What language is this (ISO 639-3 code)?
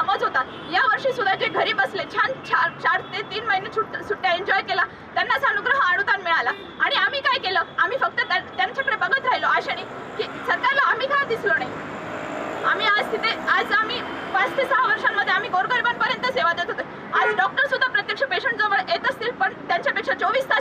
mar